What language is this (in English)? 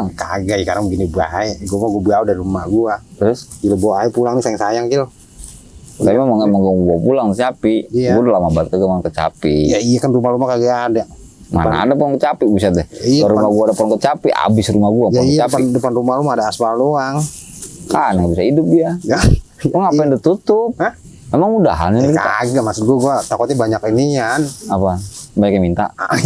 Betawi